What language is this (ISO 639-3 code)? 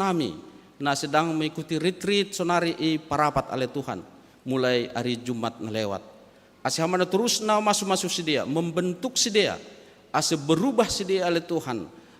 bts